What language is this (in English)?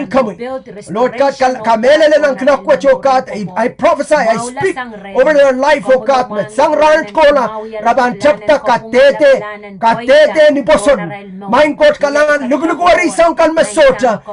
Pohnpeian